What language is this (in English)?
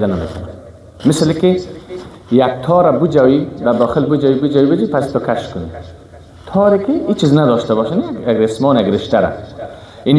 Persian